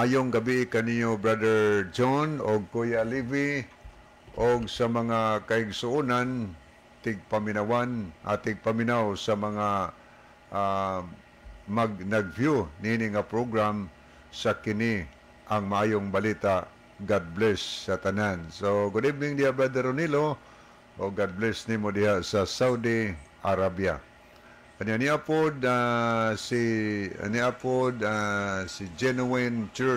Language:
Cebuano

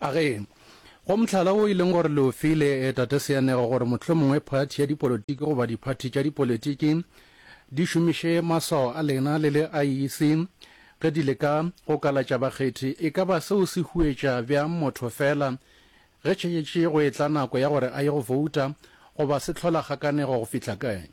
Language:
Northern Sotho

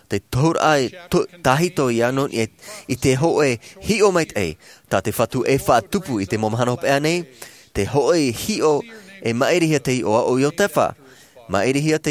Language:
Tahitian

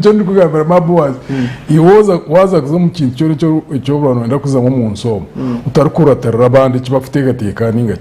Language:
Nyankole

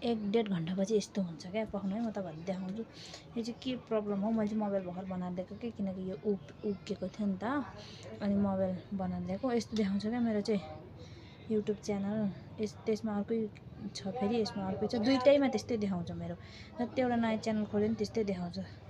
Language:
Nepali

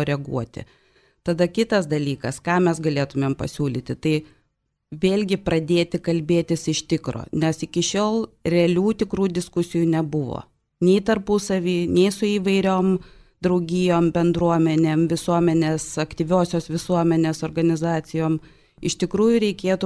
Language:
Lithuanian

